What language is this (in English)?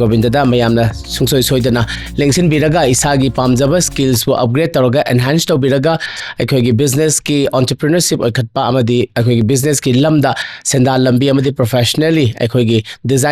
Manipuri